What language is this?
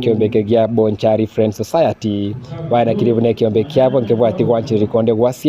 Gusii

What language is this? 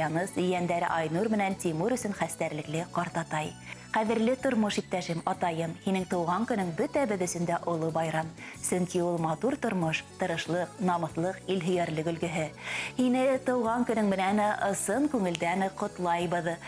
Bashkir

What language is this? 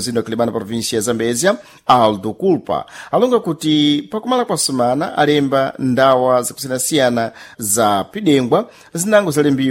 Sena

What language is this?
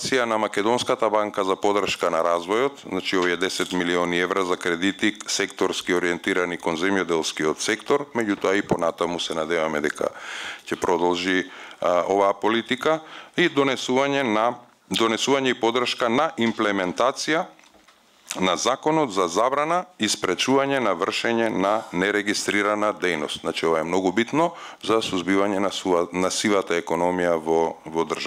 Macedonian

